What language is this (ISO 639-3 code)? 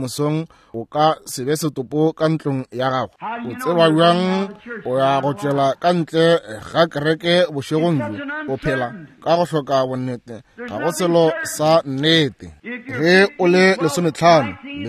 nso